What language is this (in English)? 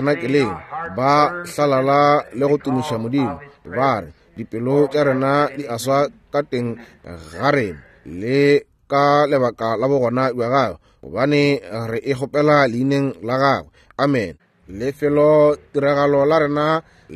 Northern Sotho